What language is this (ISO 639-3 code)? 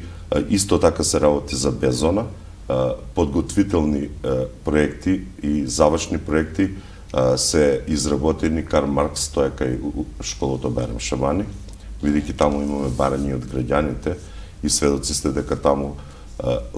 mkd